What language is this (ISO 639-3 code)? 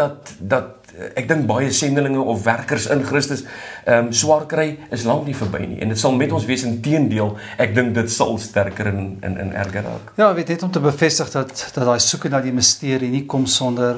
afr